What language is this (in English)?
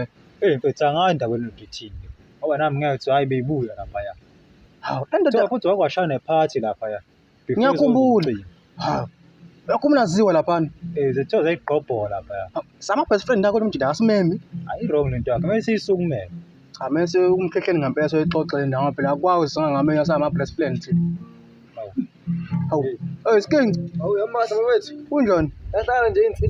Zulu